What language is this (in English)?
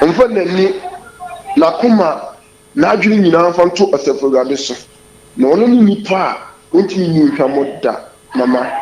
Akan